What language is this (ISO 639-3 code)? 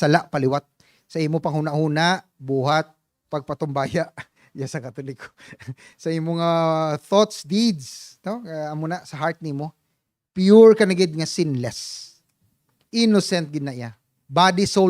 hil